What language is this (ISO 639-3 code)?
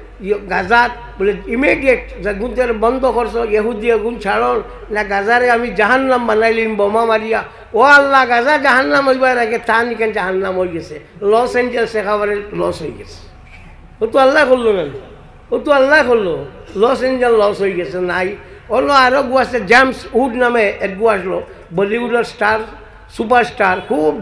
syl